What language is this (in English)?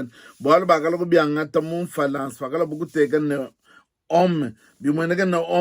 Luba-Lulua